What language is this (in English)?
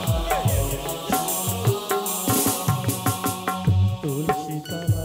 Bangla